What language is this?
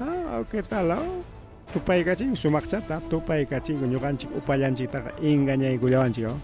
Ayacucho Quechua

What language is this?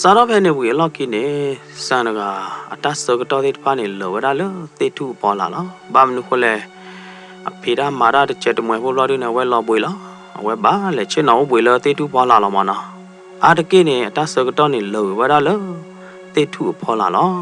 S'gaw Karen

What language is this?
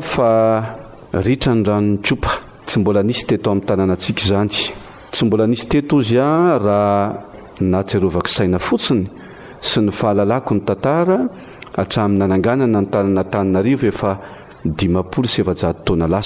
Malagasy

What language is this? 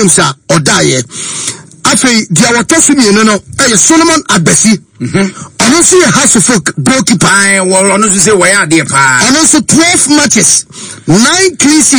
Akan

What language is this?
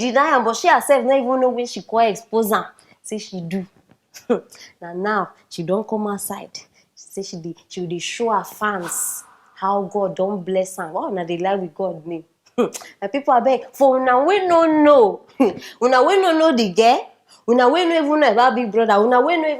Nigerian Pidgin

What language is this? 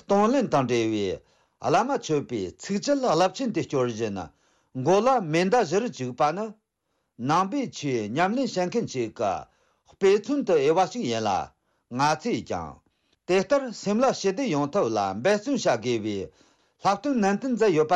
Tibetan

